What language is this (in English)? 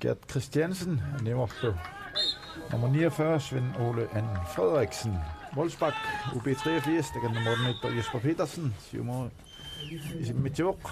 Kalaallisut